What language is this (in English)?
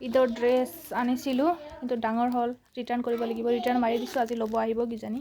Assamese